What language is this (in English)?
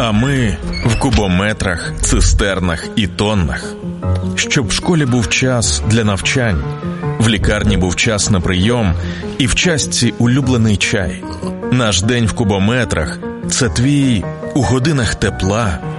Ukrainian